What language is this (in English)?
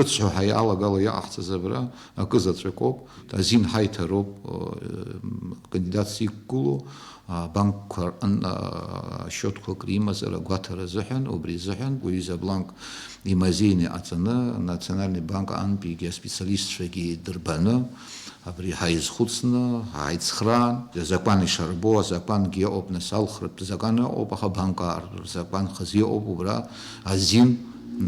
Abkhazian